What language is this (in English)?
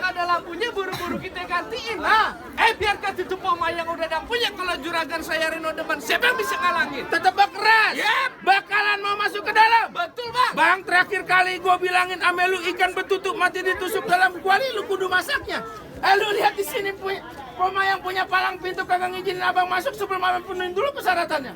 Betawi